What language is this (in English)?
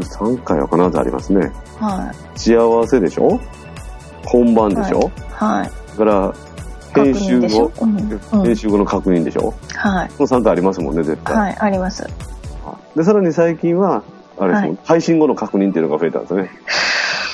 Japanese